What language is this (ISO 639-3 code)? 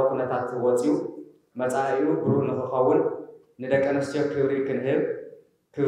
tir